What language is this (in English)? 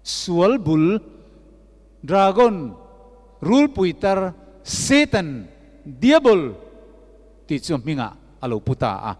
Mizo